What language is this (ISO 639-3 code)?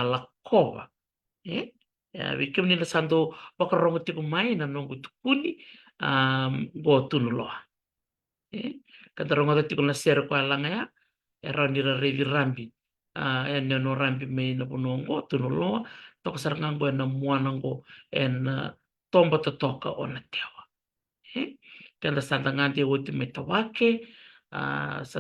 fij